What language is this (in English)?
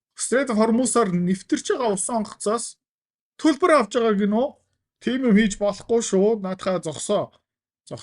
Mongolian